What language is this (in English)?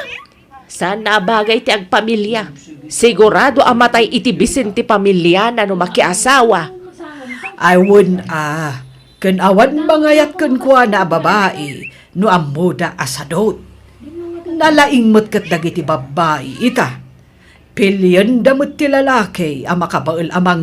Iloko